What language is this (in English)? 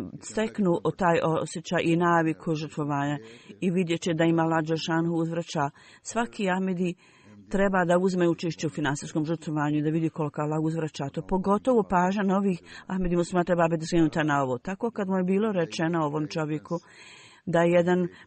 Bosnian